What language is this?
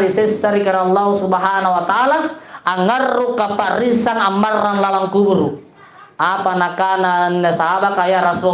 Makasar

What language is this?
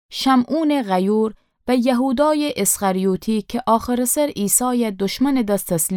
Gilaki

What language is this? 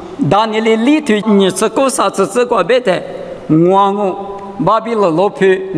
Lisu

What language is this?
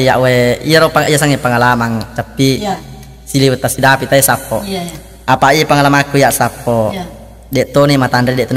Buginese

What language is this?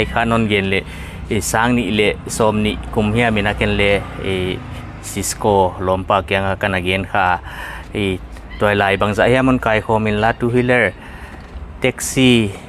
Paite Chin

